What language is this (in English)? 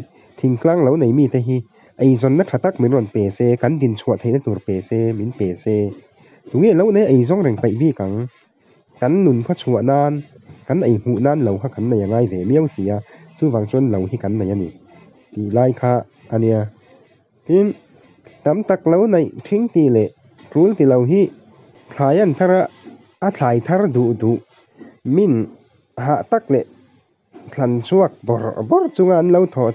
Mizo